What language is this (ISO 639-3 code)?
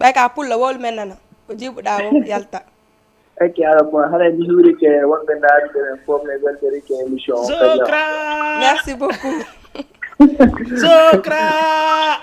ful